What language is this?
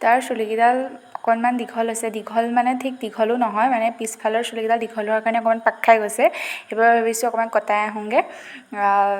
Assamese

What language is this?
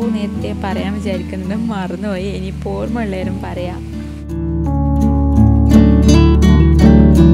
Malayalam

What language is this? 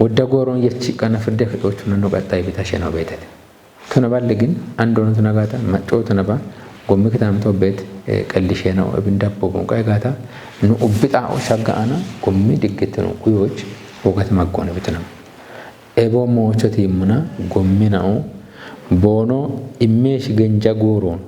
Kafa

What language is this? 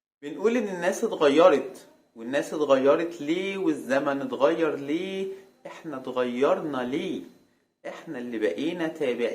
Egyptian Arabic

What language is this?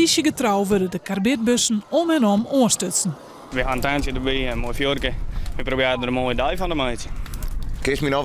Western Frisian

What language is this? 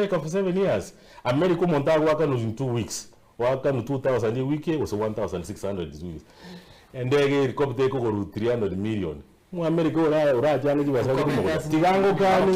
Gusii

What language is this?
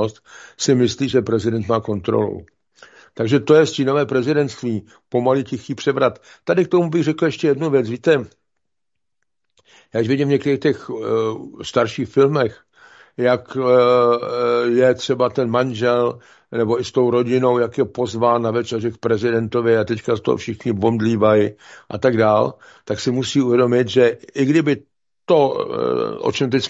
Czech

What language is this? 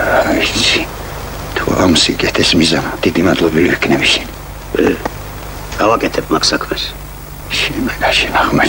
Georgian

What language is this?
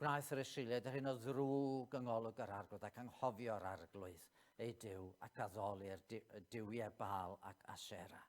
Welsh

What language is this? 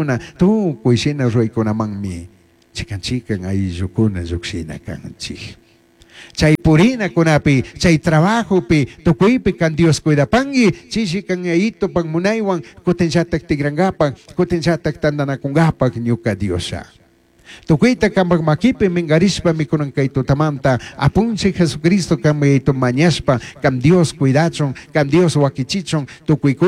Chimborazo Highland Quichua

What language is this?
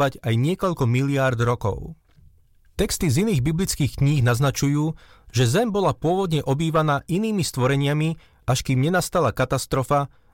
Slovak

